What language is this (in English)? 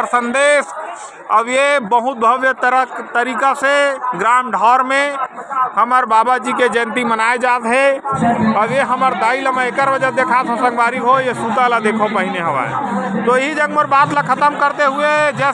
Chhattisgarhi